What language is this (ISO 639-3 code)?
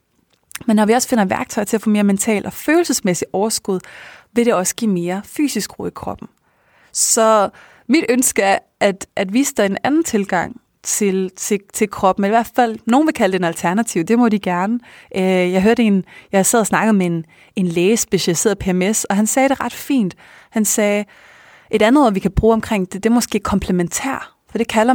dan